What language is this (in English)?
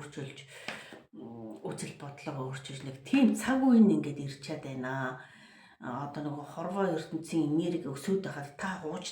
Mongolian